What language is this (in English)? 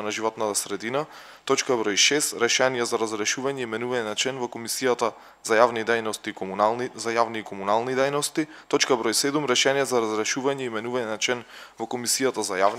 Macedonian